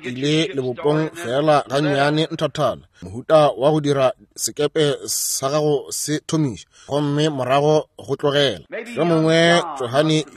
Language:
Northern Sotho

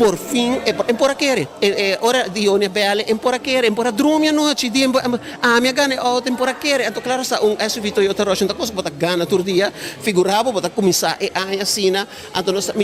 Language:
Papiamento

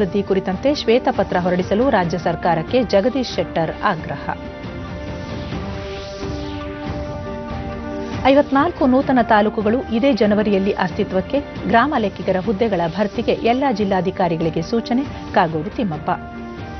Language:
Kannada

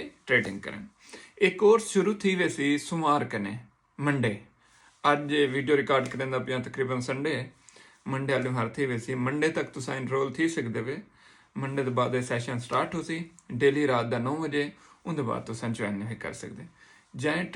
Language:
Saraiki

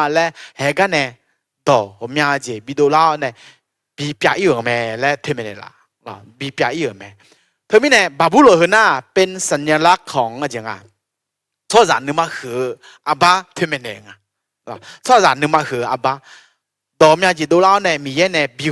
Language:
Akha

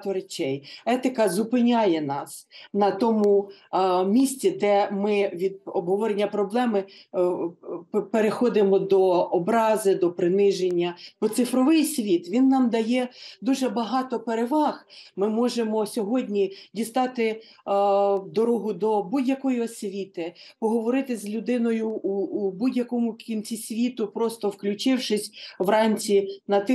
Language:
Ukrainian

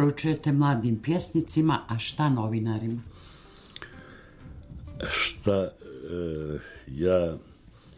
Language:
Serbian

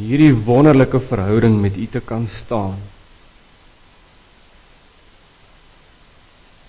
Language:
Afrikaans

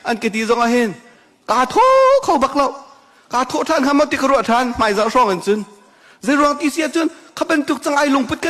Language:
Hakha Chin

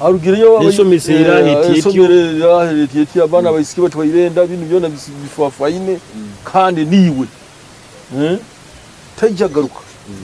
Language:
Nyoro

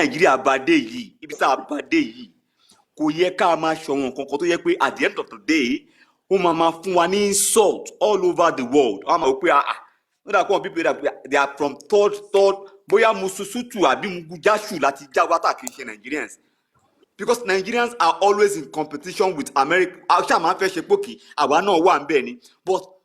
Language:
Yoruba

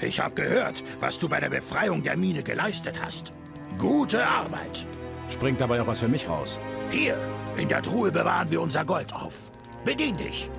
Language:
Bavarian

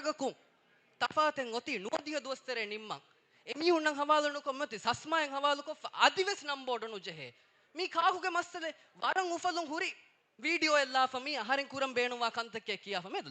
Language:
Divehi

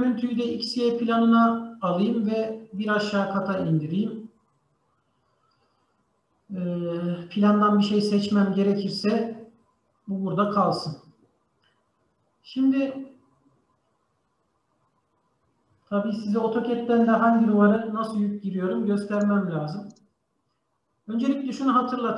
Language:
Turkish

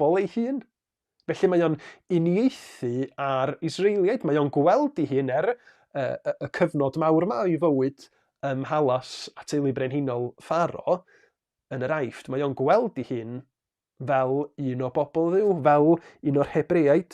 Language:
Welsh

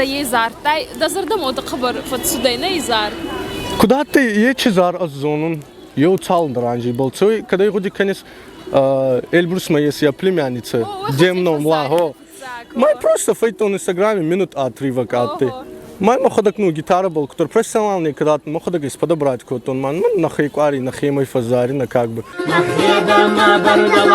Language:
Ossetic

